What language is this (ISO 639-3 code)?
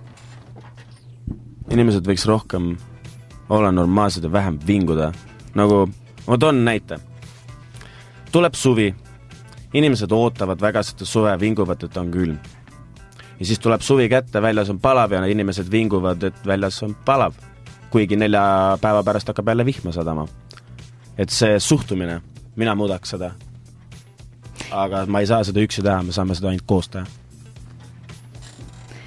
est